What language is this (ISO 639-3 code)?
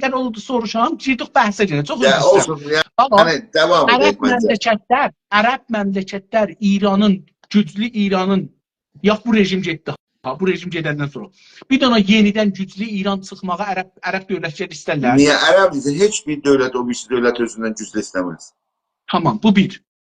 azb